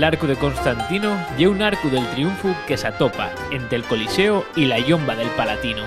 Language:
Asturian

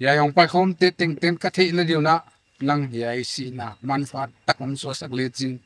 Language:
Paite Chin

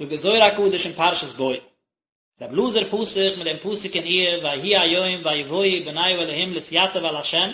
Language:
Yiddish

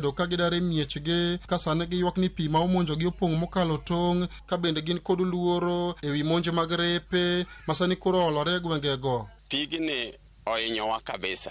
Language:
Luo (Kenya and Tanzania)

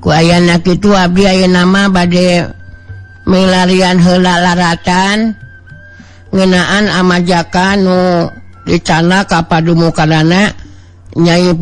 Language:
Sundanese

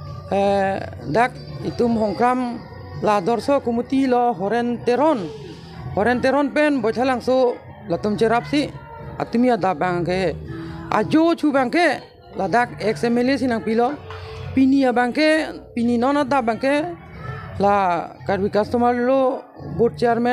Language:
Karbi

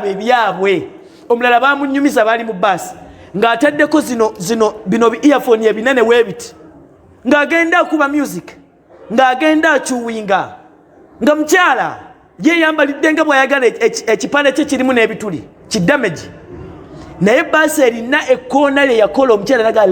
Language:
Ganda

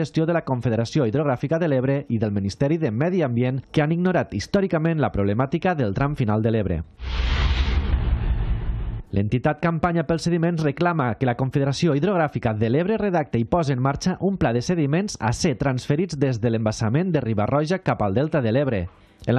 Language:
Catalan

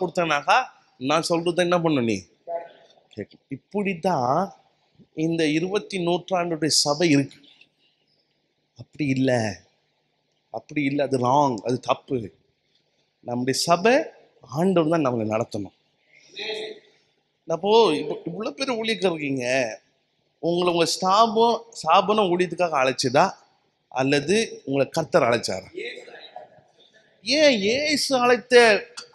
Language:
Tamil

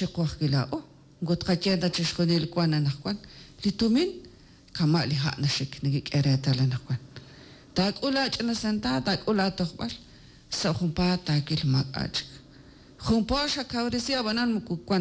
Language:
Kekchí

